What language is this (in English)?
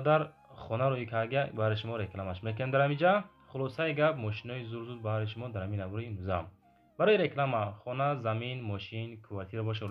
Tajik